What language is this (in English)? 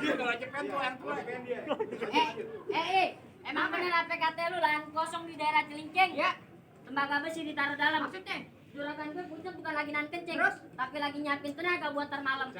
Betawi